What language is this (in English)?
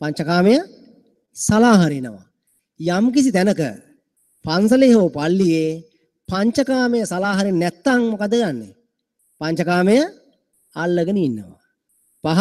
Sinhala